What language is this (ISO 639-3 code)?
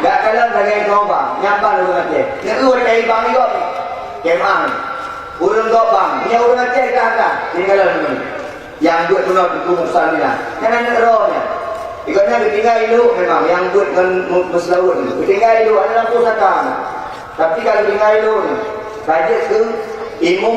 ace